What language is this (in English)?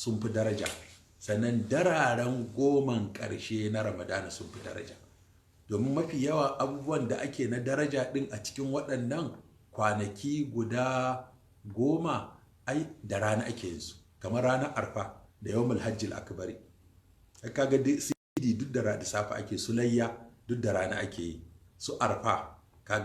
Hausa